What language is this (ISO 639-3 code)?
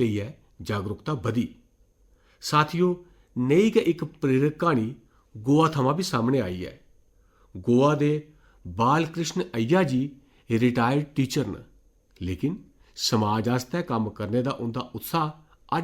doi